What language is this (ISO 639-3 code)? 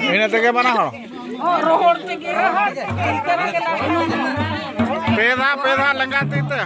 sat